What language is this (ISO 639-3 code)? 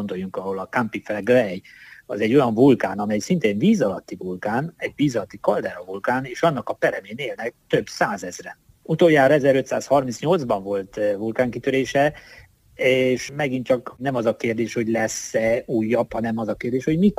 hun